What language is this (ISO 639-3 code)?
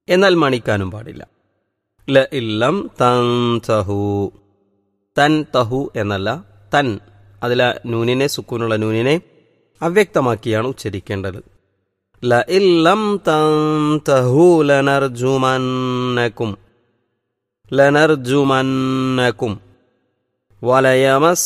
mal